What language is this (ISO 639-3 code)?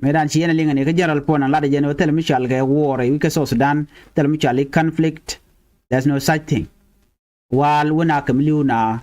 nus